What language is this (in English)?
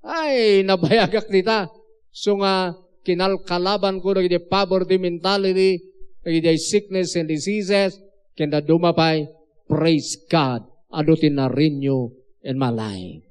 Iloko